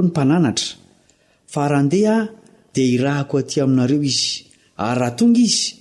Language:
Malagasy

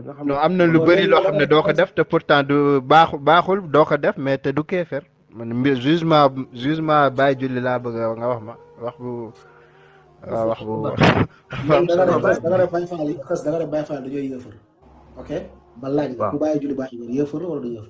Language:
Wolof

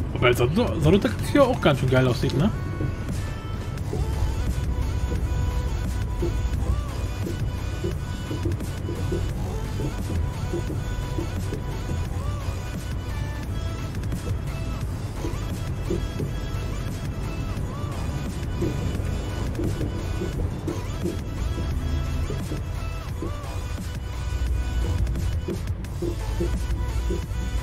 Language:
German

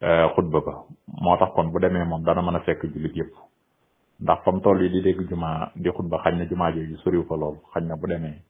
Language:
Wolof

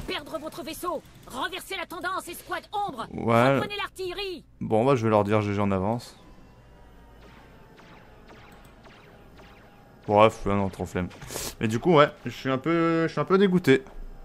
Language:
French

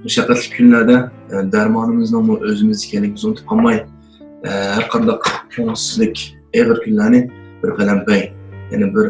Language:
Uyghur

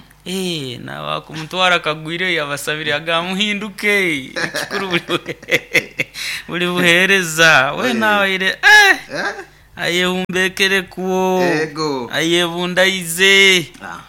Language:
Nyoro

